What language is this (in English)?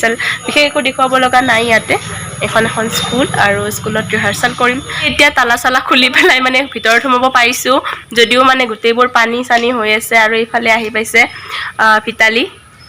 Assamese